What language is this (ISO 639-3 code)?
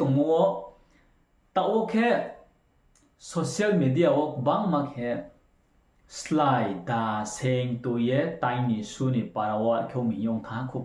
ria